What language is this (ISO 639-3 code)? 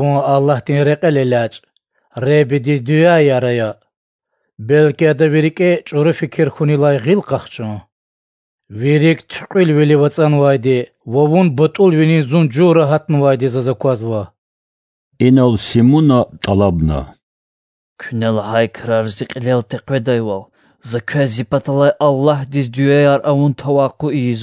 lez